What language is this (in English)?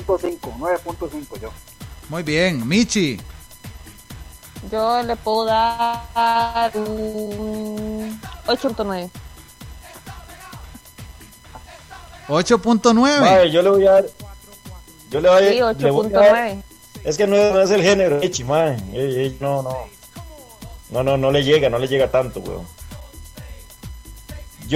Spanish